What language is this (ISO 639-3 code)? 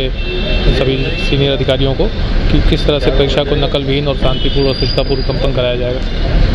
hin